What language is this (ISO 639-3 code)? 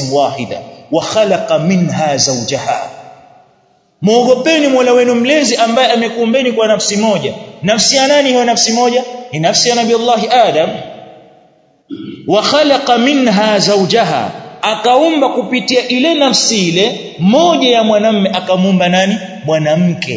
swa